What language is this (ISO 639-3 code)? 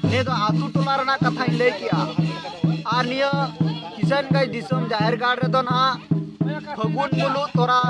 sat